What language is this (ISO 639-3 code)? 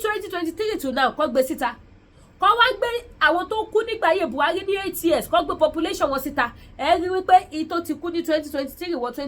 yor